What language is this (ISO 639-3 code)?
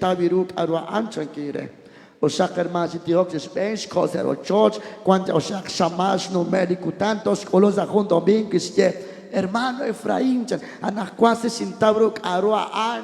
kek